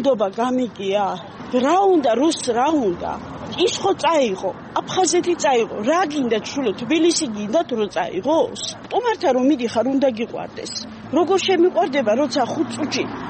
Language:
Georgian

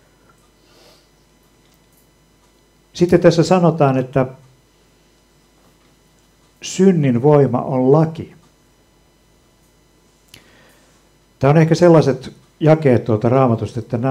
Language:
Finnish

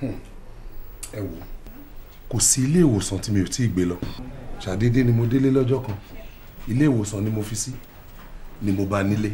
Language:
Yoruba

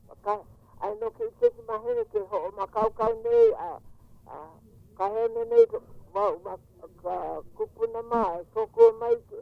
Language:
Hawaiian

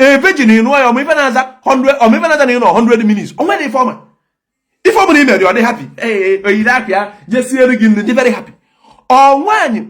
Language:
Igbo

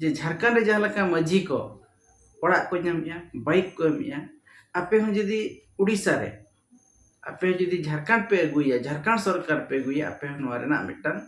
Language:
Santali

